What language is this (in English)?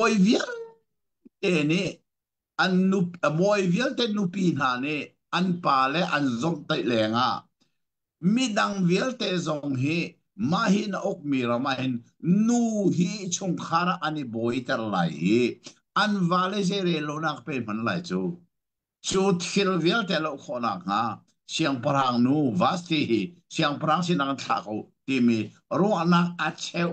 Hakha Chin